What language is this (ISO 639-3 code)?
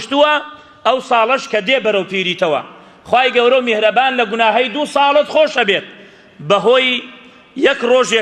ckb